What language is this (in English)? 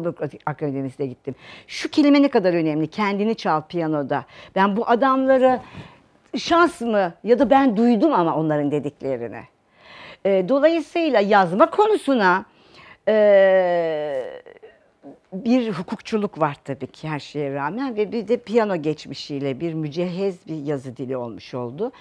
Turkish